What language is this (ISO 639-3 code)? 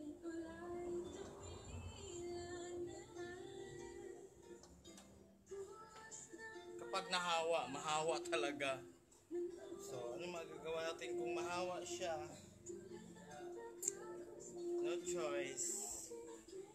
fil